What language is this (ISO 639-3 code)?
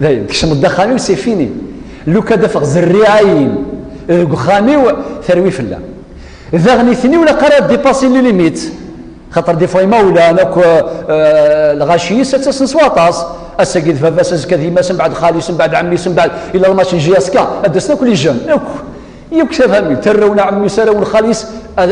kab